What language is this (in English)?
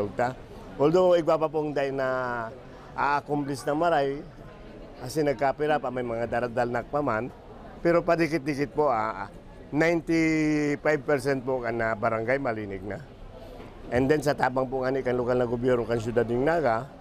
Bikol